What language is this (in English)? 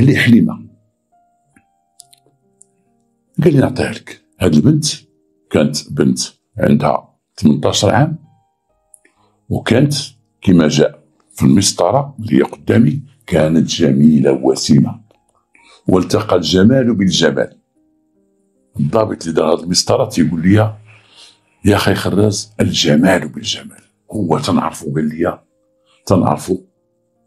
Moroccan Arabic